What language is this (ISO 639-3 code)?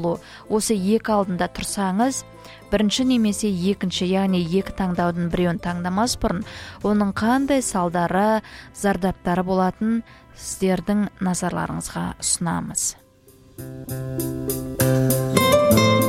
kaz